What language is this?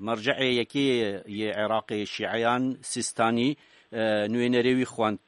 Kurdish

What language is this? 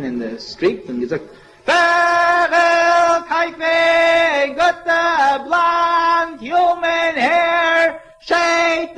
Yiddish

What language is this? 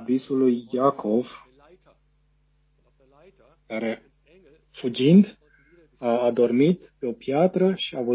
Romanian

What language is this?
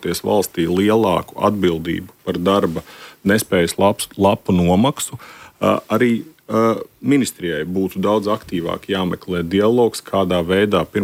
Latvian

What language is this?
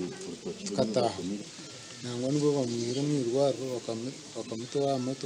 Nyankole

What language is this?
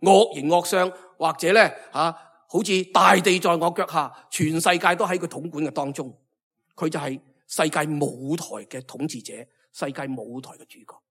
Cantonese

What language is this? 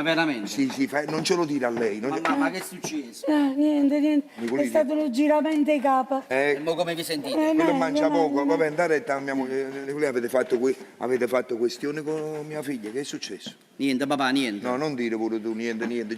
Neapolitan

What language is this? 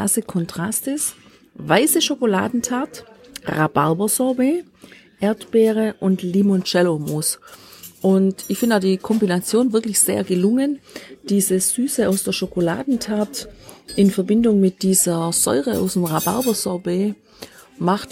German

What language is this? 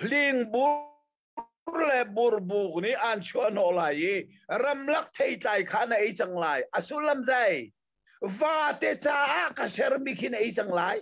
Hakha Chin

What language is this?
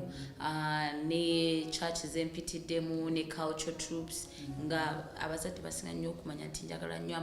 Ganda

